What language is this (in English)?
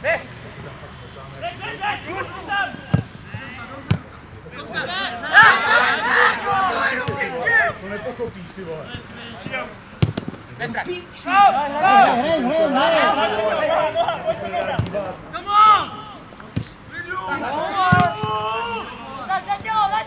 Czech